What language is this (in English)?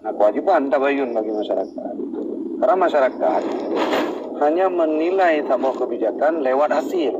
Achinese